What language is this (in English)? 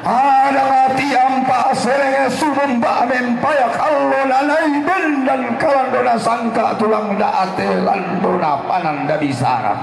Toraja-Sa'dan